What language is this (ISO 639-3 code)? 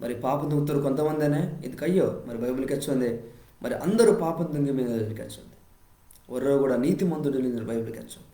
kff